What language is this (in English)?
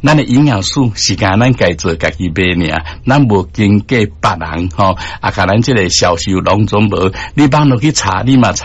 Min Nan Chinese